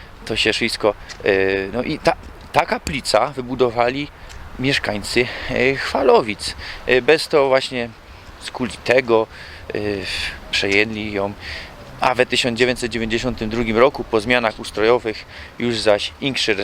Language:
Silesian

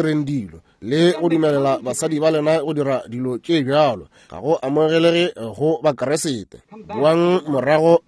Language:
Northern Sotho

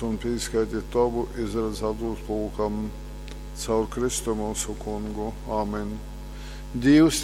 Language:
Latgalian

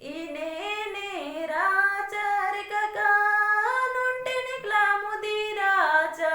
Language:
Kurukh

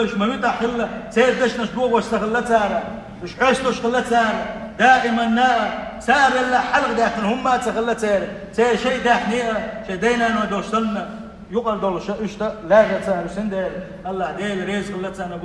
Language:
Chechen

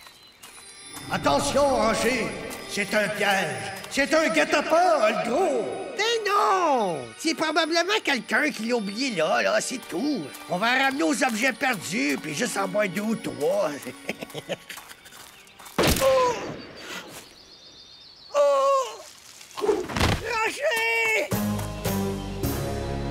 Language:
French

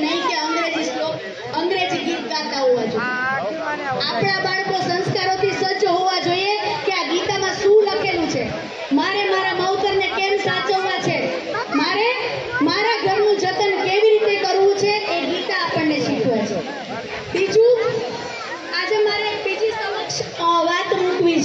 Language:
Gujarati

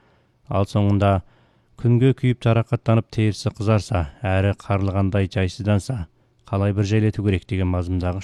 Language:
Kazakh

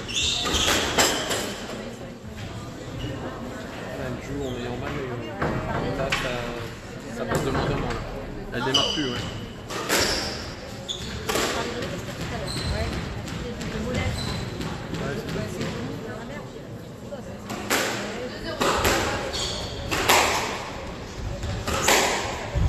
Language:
French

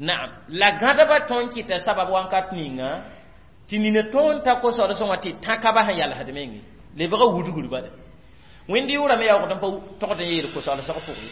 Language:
Mossi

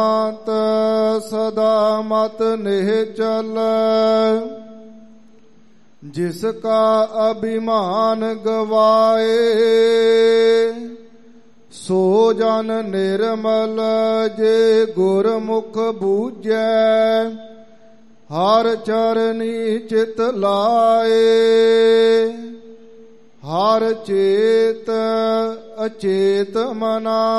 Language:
Punjabi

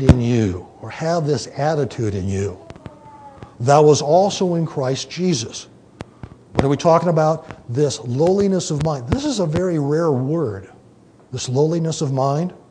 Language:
English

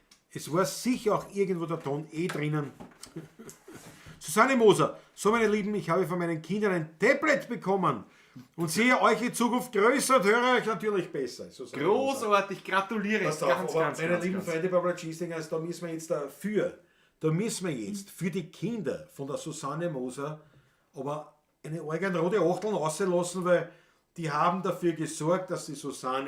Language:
Bavarian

